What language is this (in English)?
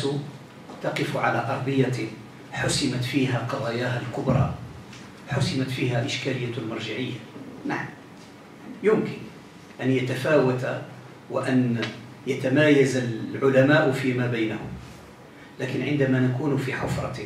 Arabic